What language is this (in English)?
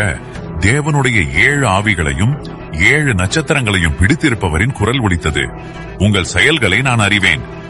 Tamil